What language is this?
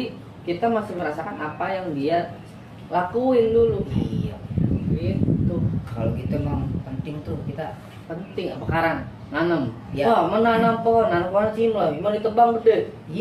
Betawi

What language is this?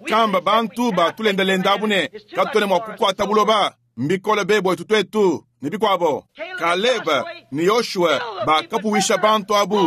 Luba-Lulua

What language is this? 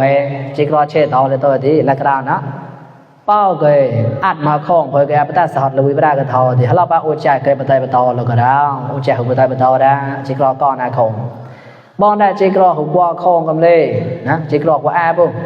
Mon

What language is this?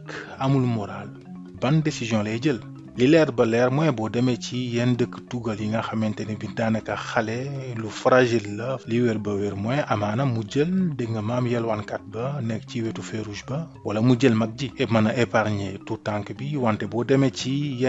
Wolof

